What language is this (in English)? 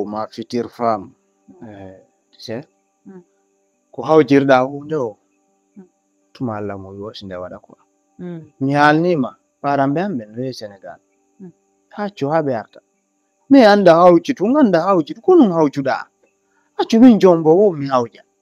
Fula